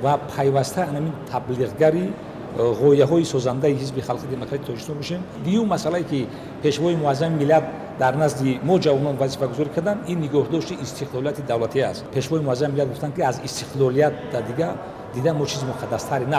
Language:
Tajik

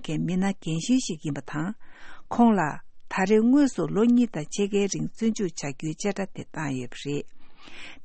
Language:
Tibetan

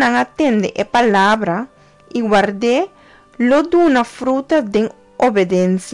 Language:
Papiamento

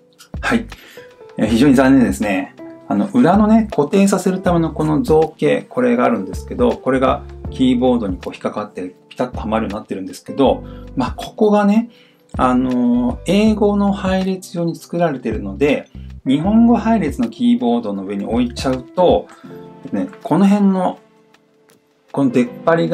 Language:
Japanese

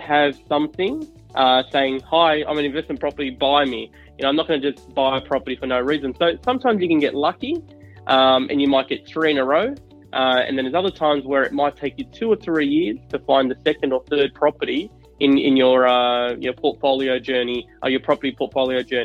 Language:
English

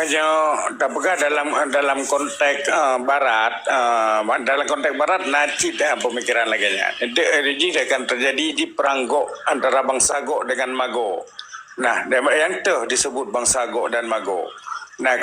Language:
Achinese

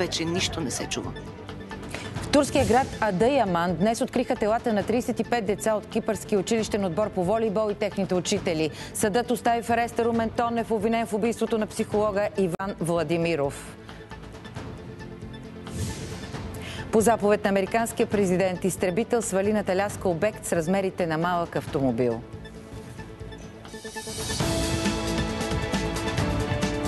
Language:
Bulgarian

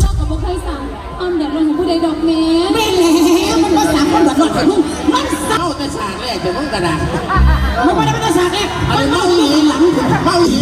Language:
Northeastern Thai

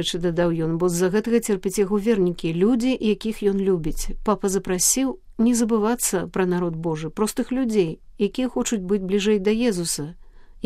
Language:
Belarusian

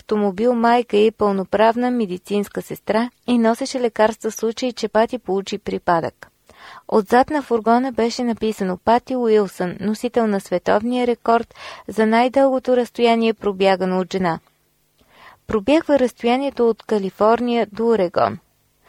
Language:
Bulgarian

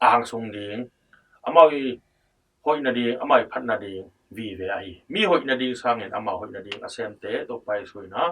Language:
Tedim Chin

